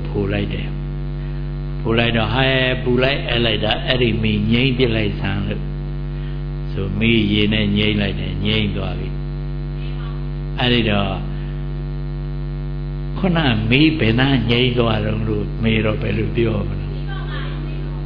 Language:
Burmese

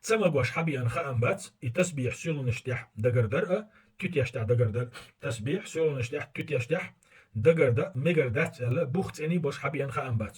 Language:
Chechen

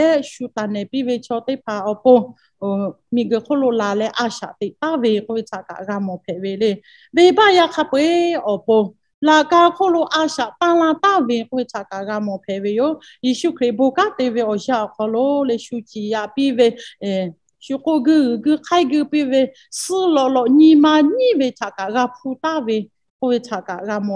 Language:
Lahu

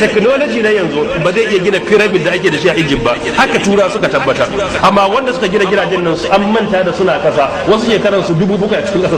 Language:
Hausa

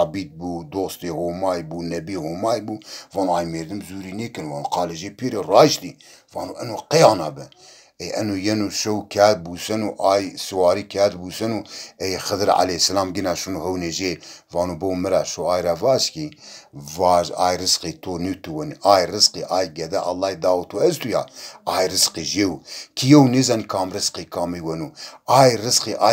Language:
Zaza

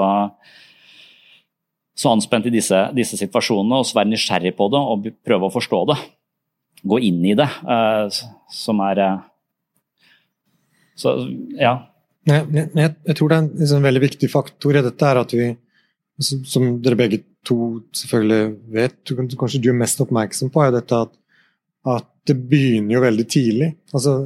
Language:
Norwegian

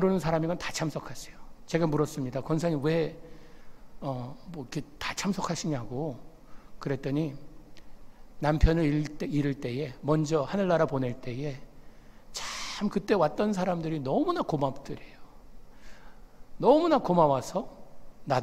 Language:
Korean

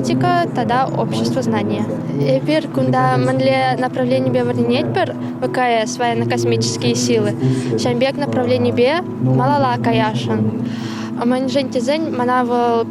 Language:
Chuvash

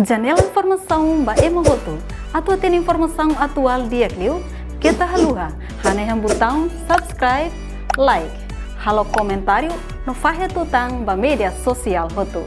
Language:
Tetum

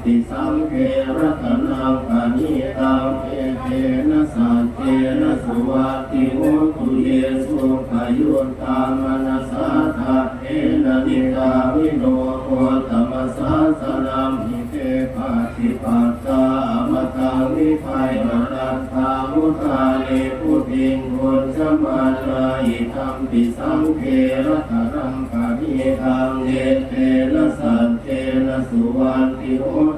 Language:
Pali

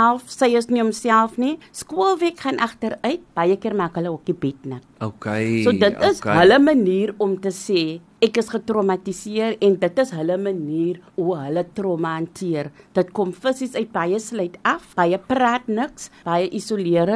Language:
Afrikaans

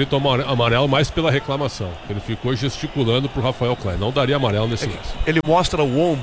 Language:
Portuguese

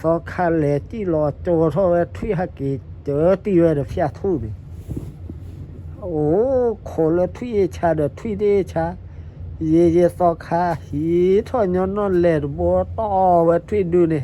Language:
S'gaw Karen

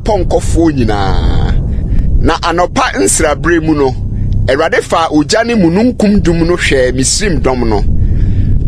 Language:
Akan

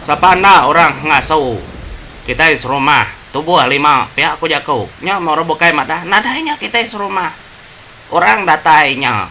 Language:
Iban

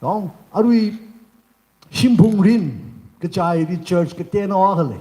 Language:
Tangkhul Naga (India)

